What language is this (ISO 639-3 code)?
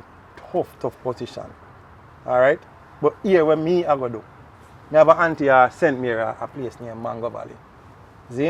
jam